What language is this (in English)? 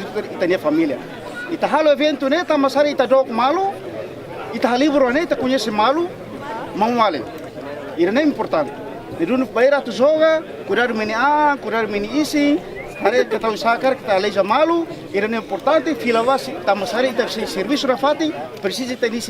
Tetum